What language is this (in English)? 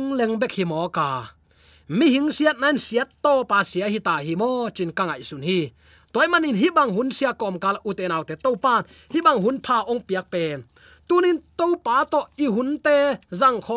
Tedim Chin